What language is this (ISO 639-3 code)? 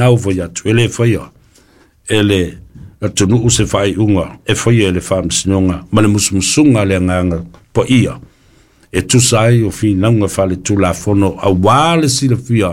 smo